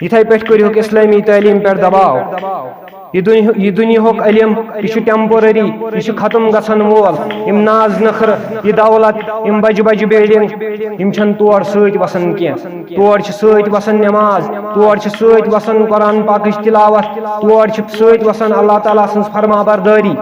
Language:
Kashmiri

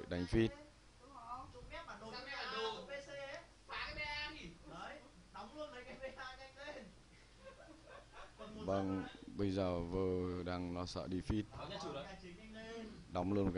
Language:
Vietnamese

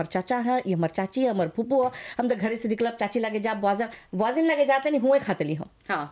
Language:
Bhojpuri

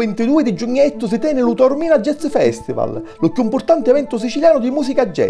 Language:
Sicilian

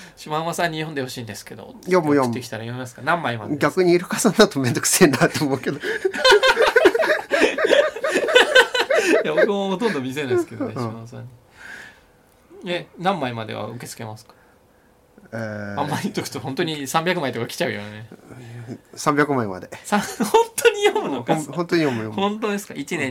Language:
Japanese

